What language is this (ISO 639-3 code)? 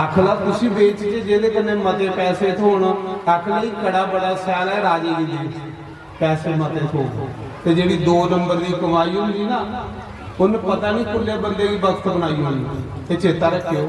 doi